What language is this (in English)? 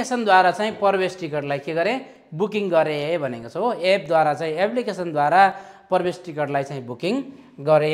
Nepali